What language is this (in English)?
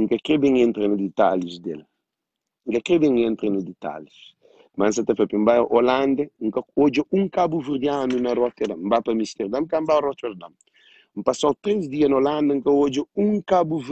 Kabuverdianu